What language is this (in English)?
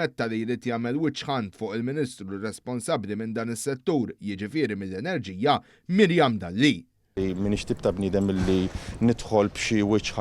Maltese